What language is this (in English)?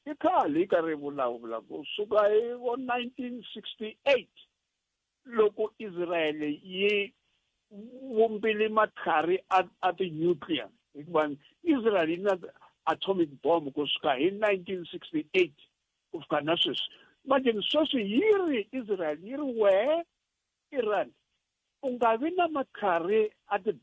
Tsonga